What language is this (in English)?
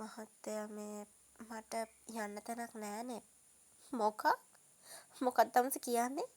Sinhala